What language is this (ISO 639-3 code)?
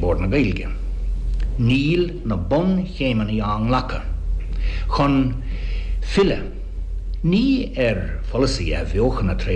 gle